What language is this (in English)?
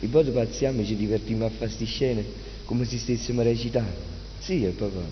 Neapolitan